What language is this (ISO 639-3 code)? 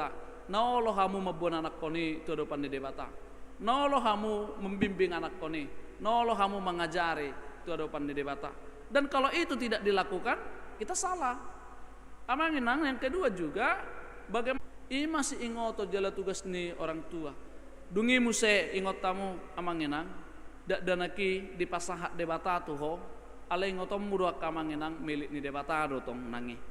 bbc